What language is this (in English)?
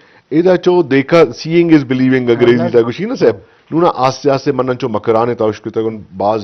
Eastern Balochi